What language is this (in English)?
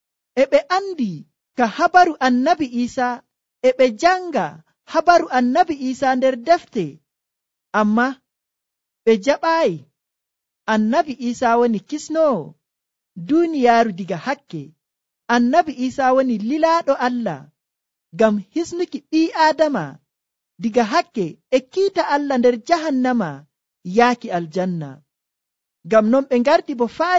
Nigerian Fulfulde